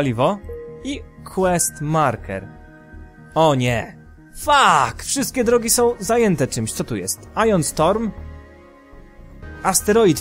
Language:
Polish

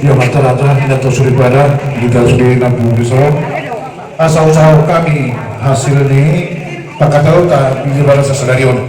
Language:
Batak Toba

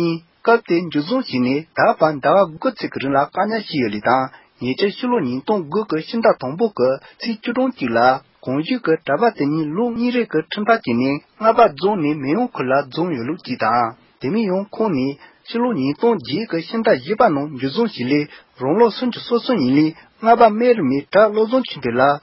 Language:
Tibetan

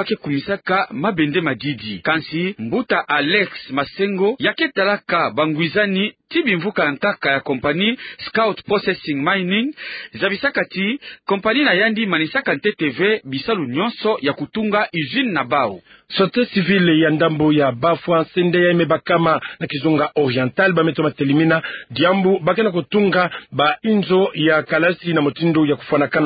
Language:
Kituba (Democratic Republic of Congo)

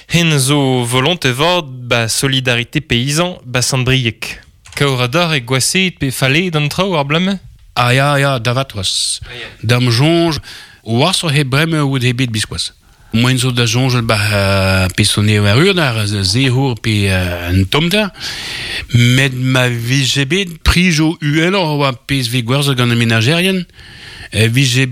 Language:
Breton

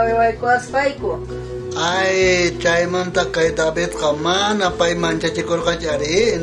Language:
South Bolivian Quechua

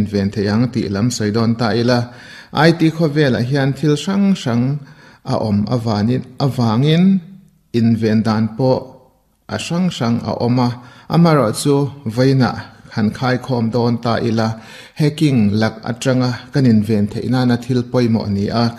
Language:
Mizo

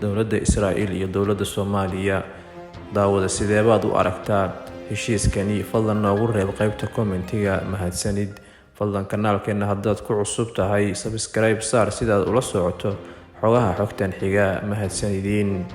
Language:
Somali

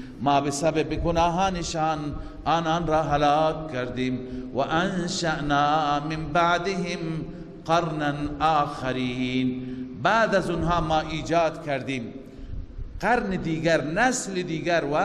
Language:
Persian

